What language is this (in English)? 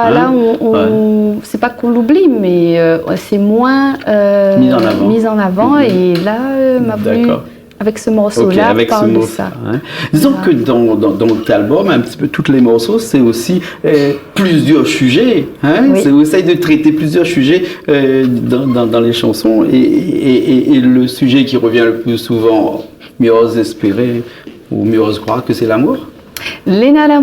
Réunion Creole French